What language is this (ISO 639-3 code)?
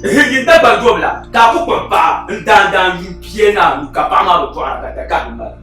dag